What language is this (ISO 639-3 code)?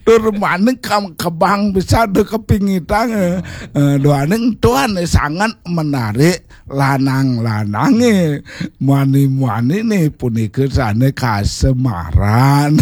ban